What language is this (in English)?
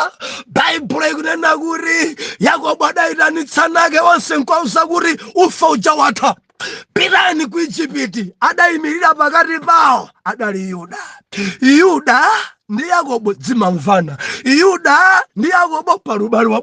Nyanja